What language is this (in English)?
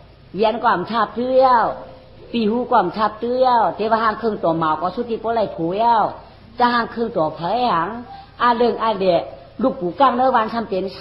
Shan